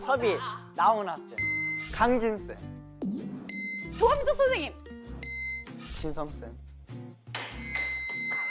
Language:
Korean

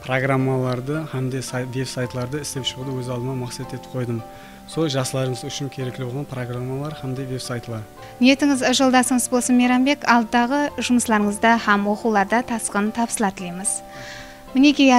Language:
Kara-Kalpak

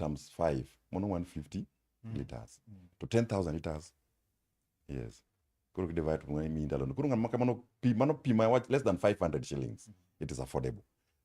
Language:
Luo (Kenya and Tanzania)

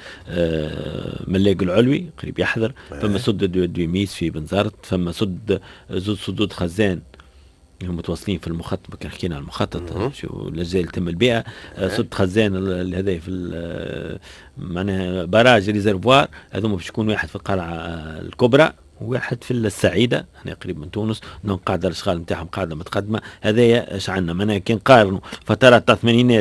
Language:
Tunisian Arabic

